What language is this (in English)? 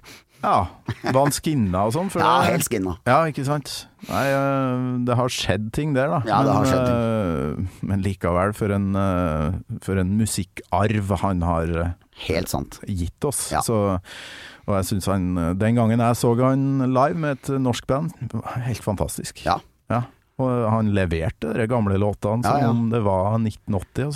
Norwegian